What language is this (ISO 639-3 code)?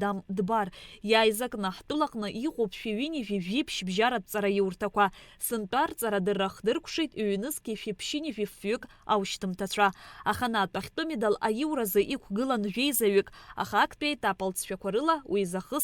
abk